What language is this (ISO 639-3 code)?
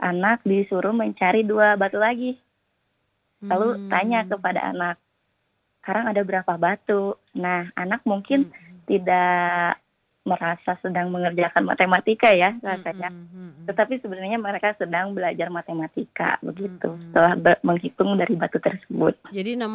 ind